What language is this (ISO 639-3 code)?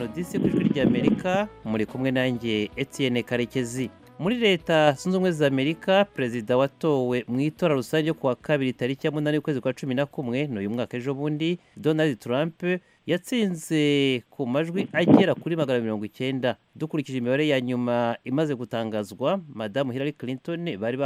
kin